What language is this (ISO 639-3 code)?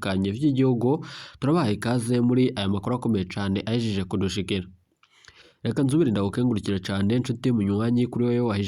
run